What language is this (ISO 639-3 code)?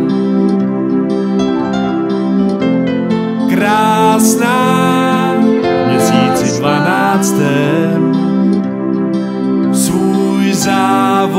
ces